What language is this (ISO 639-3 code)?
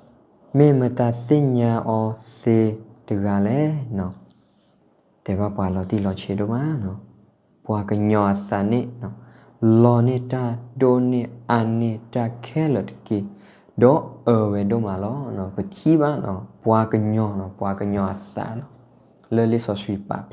ksw